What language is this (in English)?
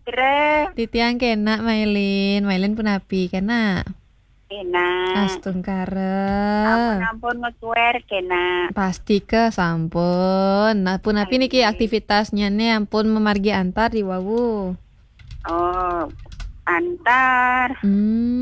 Balinese